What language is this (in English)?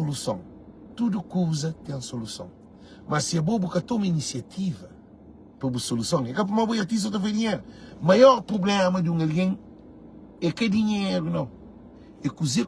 Kabuverdianu